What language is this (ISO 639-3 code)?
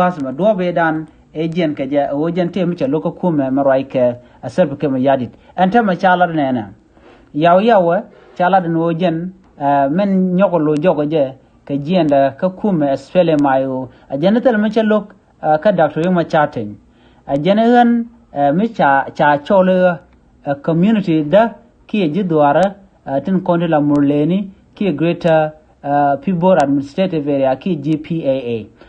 nus